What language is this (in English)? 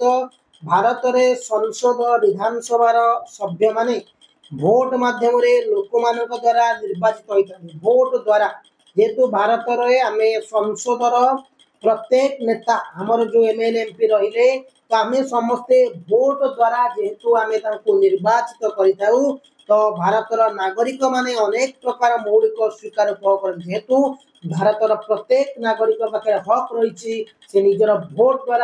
Odia